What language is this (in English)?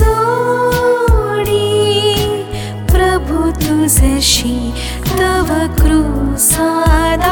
Marathi